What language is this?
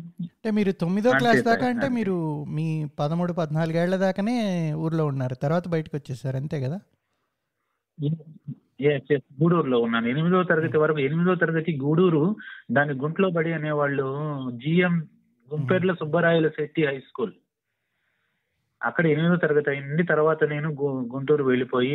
Telugu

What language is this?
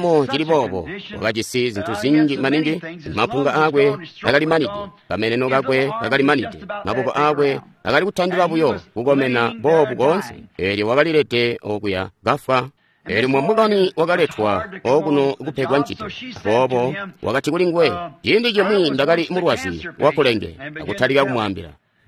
Tonga (Zambia)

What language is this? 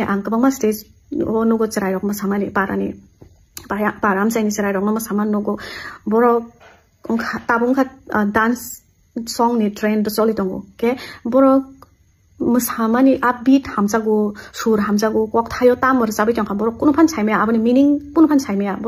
Kok Borok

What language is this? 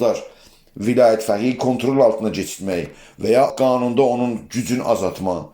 South Azerbaijani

